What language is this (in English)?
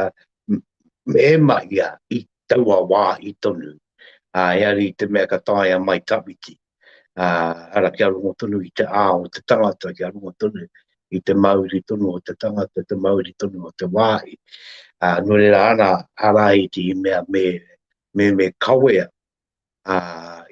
Māori